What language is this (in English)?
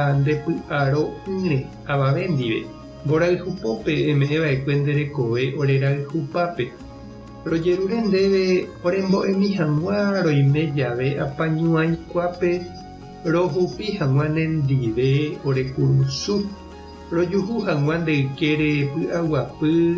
Guarani